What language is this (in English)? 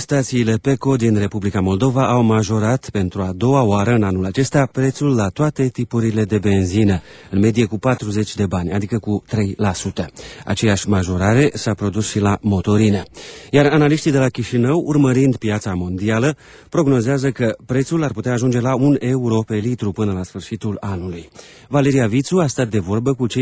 Romanian